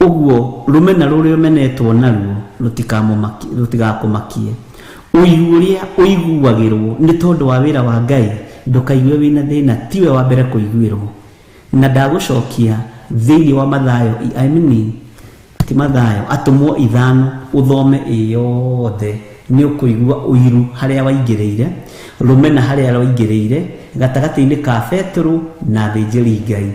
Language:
Kikuyu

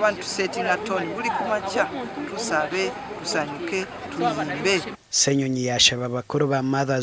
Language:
Nyankole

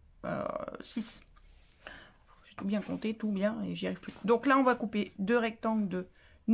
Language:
French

